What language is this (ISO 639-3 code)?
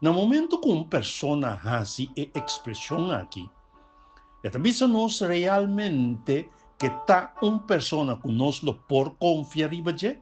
pap